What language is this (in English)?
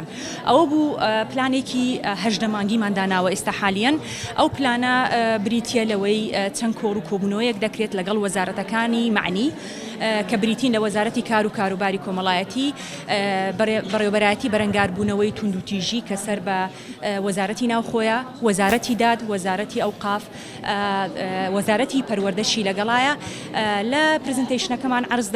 Central Kurdish